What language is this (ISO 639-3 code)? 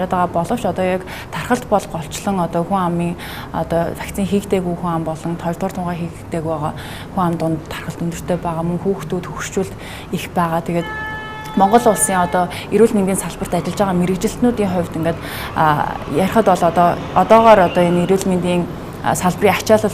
mon